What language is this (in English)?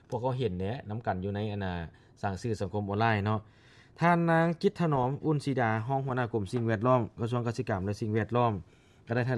Lao